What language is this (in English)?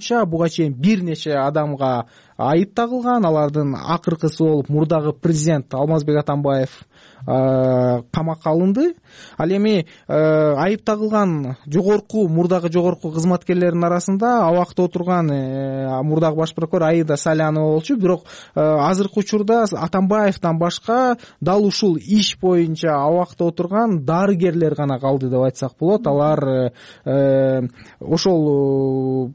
Kyrgyz